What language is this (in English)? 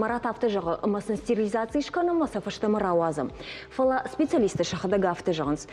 Ossetic